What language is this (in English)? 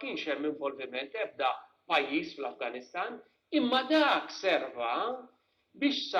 Maltese